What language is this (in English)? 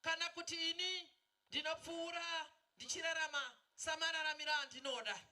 Shona